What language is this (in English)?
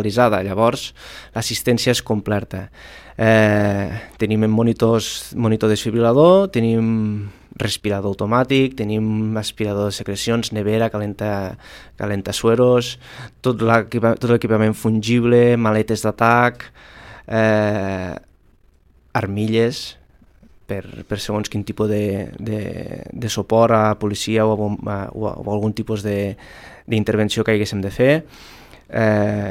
Catalan